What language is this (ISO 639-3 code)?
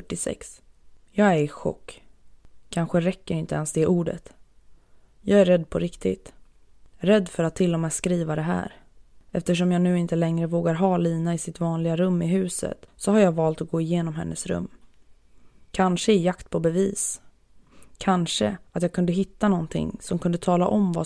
swe